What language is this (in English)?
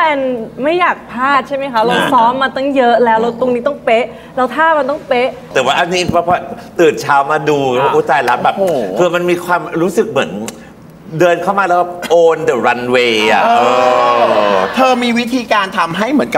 Thai